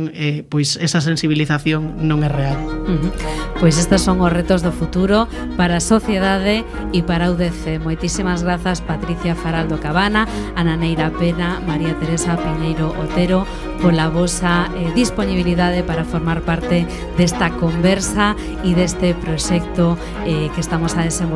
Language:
Galician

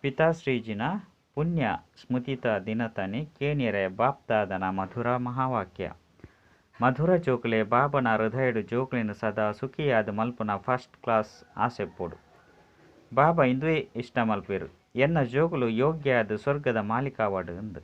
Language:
Tulu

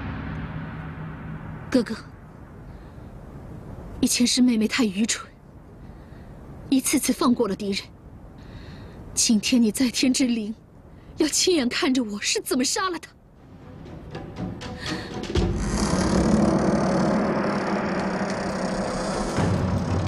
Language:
Chinese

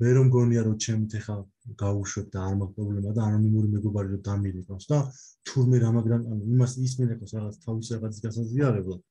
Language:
Georgian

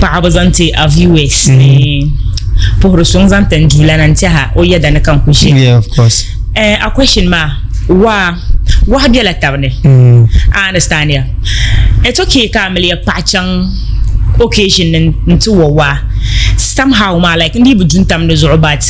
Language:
Dagbani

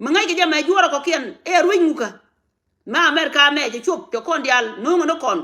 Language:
Nuer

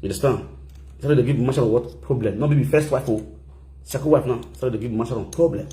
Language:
Nigerian Pidgin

